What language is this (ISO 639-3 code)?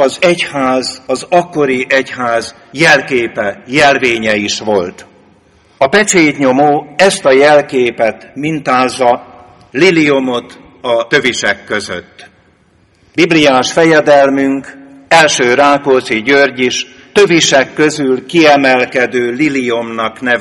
hun